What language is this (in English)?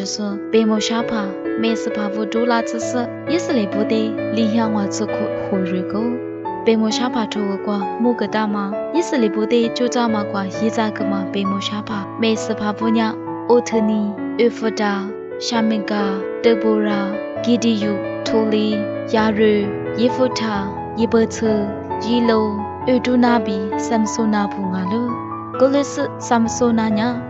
Lisu